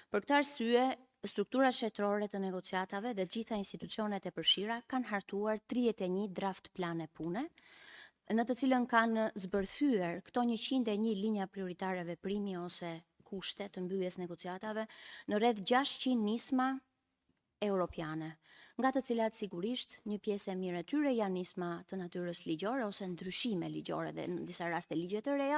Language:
Albanian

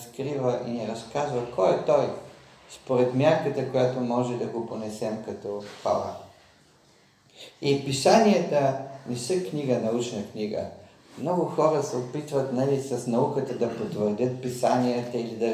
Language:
Bulgarian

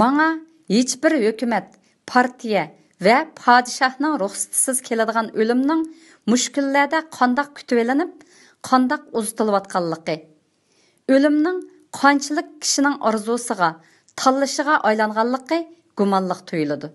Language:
Uyghur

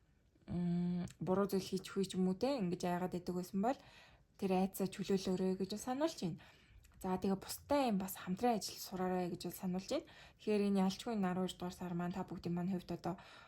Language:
Mongolian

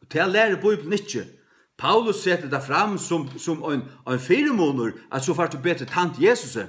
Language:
Faroese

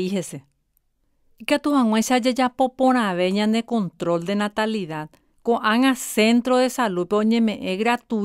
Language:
Guarani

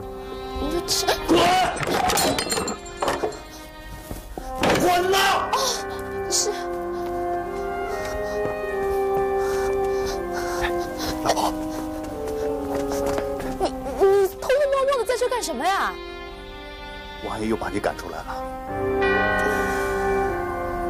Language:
Chinese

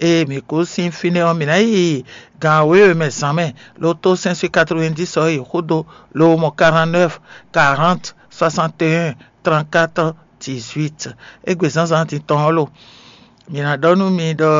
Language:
Fon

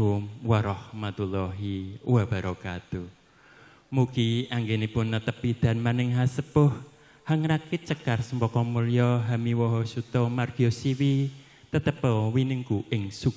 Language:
Javanese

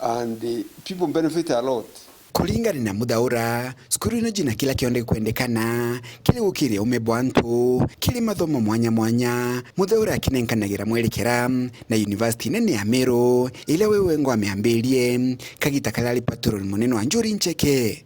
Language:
Meru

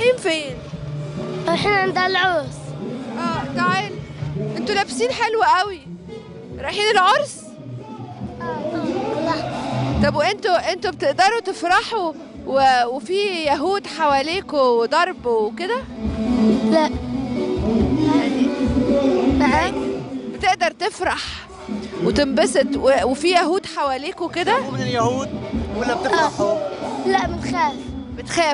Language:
Egyptian Arabic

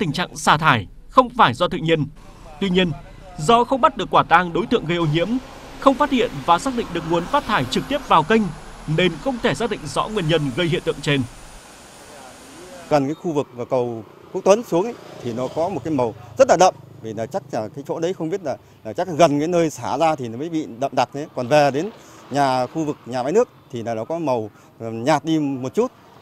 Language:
Vietnamese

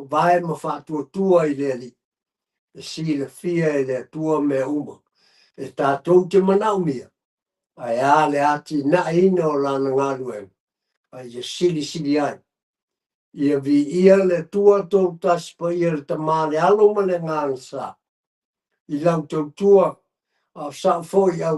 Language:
Samoan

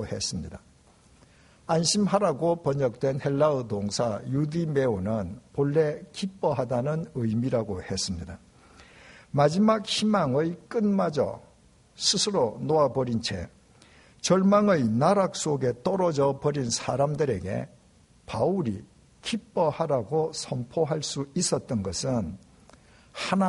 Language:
Korean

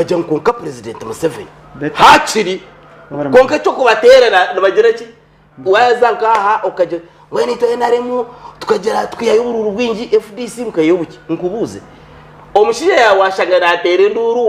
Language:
Nyankole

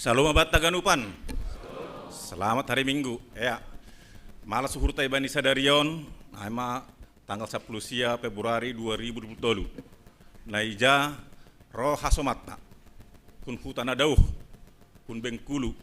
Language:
Batak Simalungun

